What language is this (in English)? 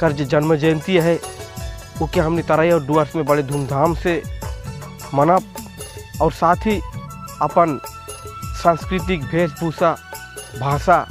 Sadri